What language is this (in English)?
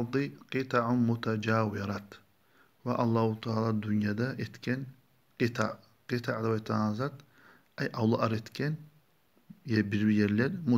Kumyk